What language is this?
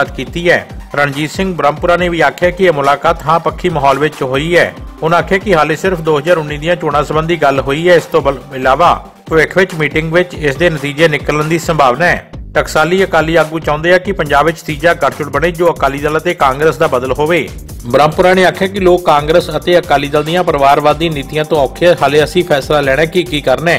Punjabi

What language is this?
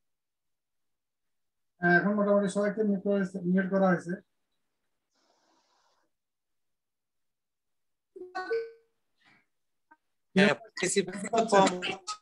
Bangla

